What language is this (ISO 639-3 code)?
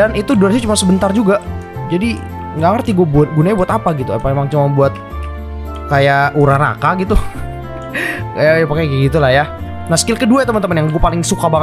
ind